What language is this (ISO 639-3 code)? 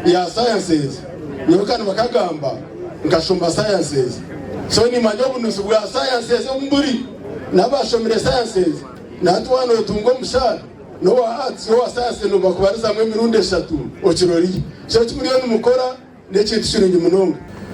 nyn